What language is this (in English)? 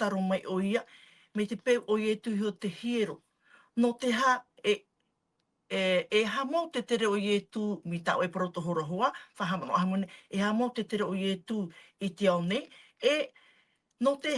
Tahitian